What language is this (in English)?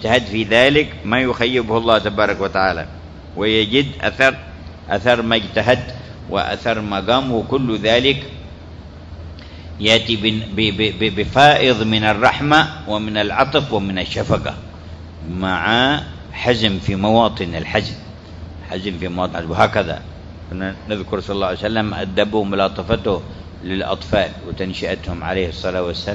Arabic